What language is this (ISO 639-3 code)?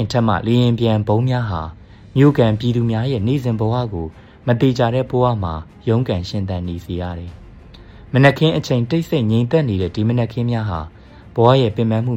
mya